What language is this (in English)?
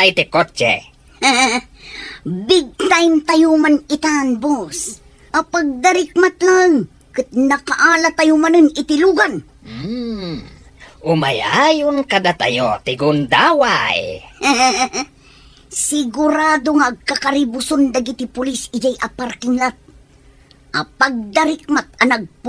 Iloko